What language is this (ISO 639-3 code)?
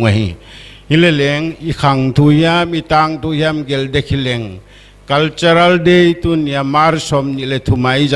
pck